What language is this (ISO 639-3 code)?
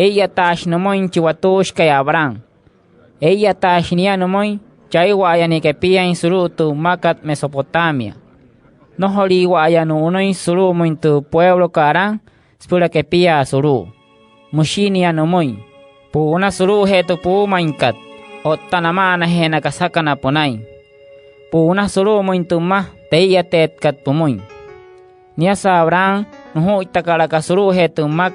guc